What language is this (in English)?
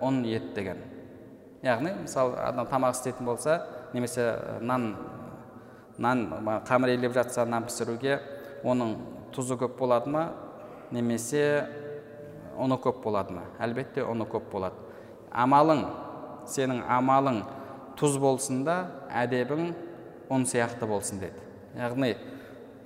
Kazakh